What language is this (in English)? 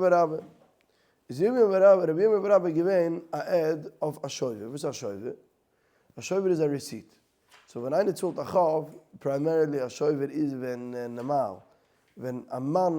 Yiddish